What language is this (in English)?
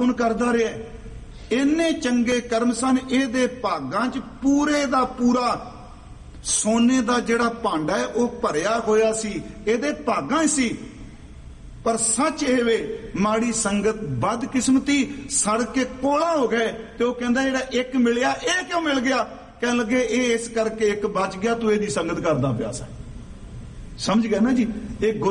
Punjabi